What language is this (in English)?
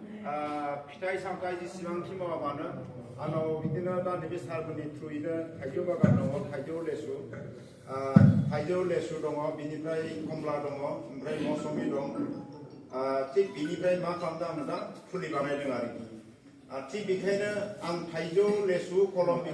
Bodo